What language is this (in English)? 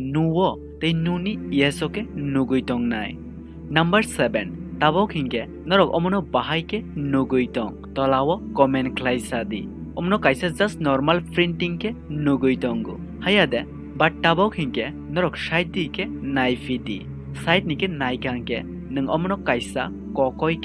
Kok Borok